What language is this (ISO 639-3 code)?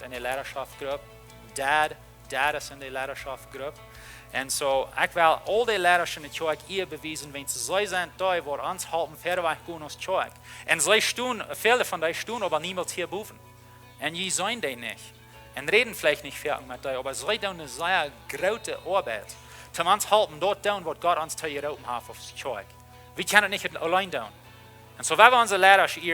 pdt